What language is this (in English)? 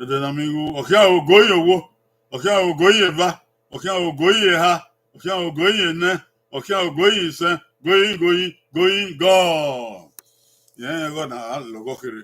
Bini